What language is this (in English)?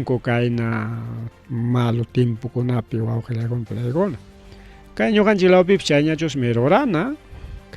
Ayacucho Quechua